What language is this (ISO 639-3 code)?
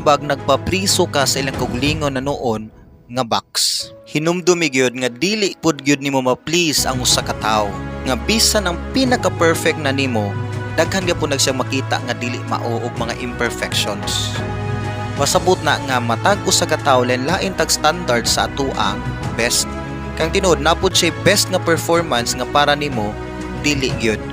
ceb